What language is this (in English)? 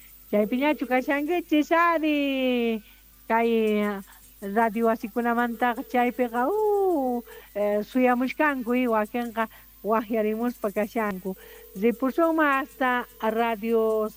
South Bolivian Quechua